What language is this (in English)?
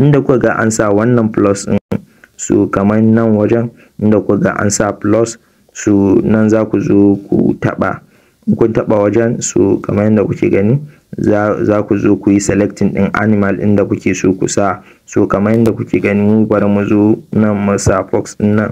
Hausa